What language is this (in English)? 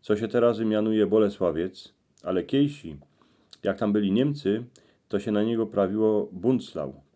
Silesian